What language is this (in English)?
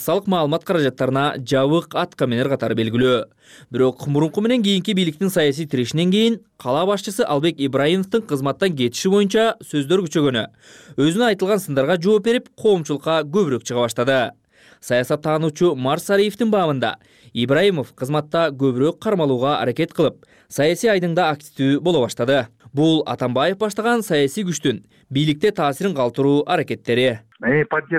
Kyrgyz